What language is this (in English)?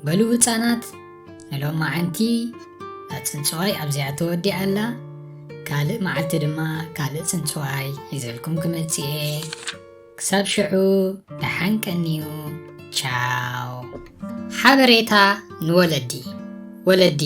Tigrinya